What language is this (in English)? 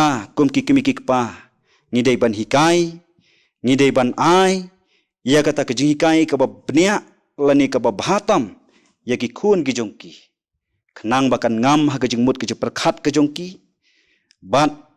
Khasi